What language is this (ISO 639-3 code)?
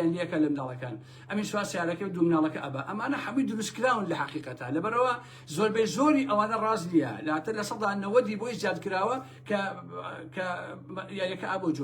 ckb